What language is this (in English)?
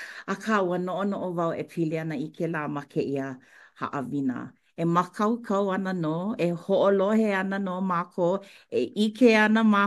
Hawaiian